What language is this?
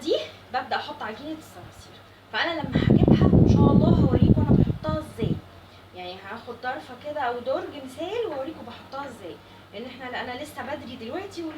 Egyptian Arabic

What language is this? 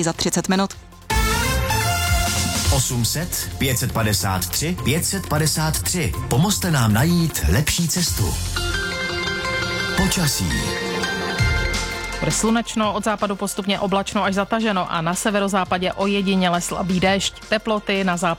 Czech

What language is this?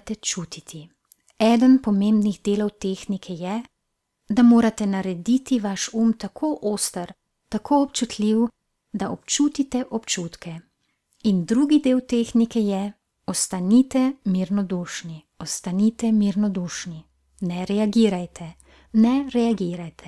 Slovenian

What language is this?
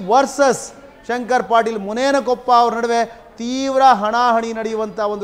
Kannada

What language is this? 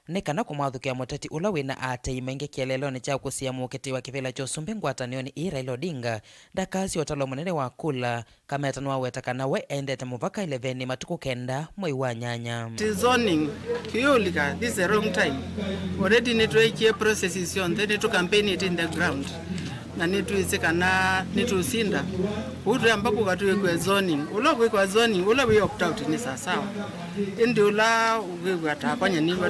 Kamba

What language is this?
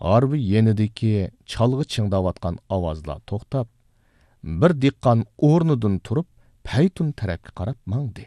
Uyghur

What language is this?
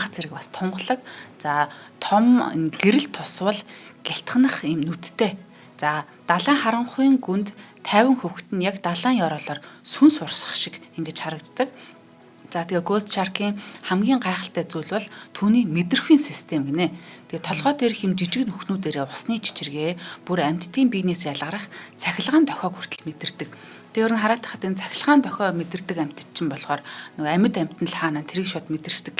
Mongolian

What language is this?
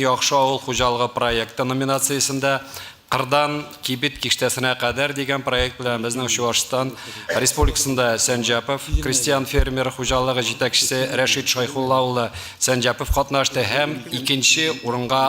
Tatar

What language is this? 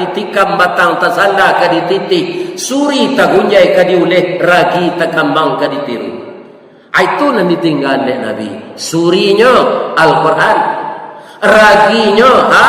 Minangkabau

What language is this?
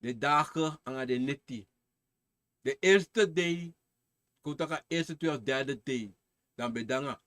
Sranan Tongo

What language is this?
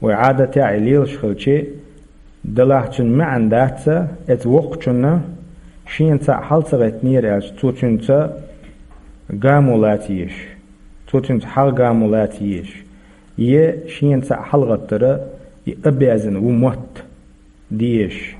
Chechen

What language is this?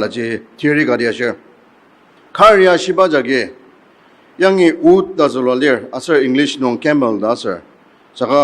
Ao Naga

